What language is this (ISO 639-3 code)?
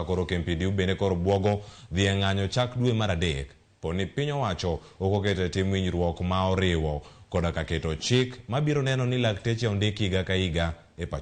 luo